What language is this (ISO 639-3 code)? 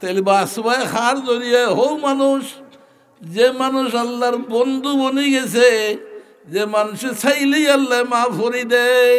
syl